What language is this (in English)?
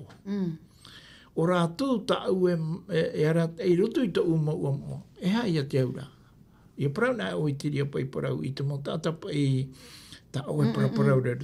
Tahitian